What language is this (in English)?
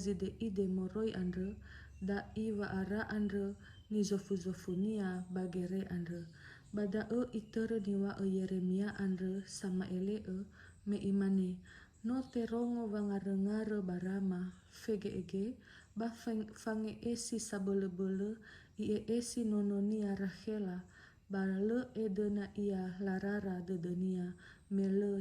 Nias